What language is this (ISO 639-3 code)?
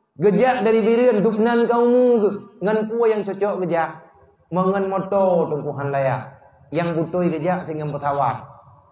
ace